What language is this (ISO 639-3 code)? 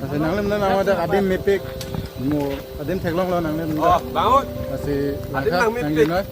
mjw